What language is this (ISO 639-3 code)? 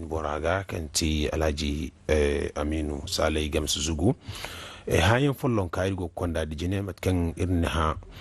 dje